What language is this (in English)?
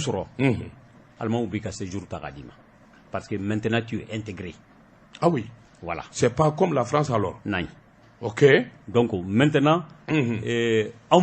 Bambara